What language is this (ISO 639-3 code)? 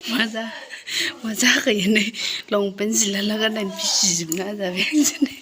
brx